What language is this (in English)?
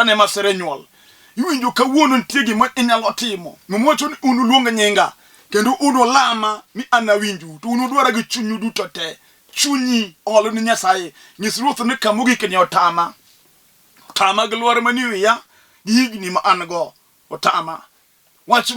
Luo (Kenya and Tanzania)